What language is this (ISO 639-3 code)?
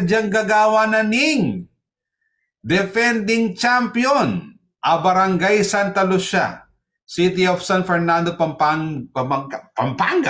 pam